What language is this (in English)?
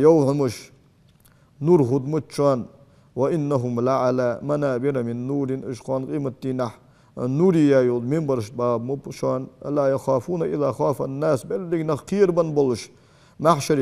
Ingush